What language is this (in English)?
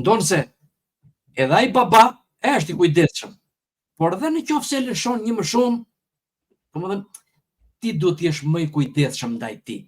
Albanian